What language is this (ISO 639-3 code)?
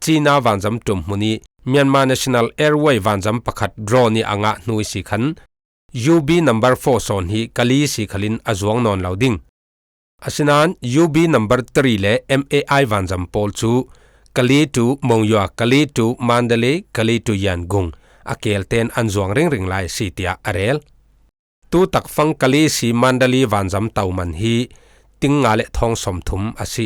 cfm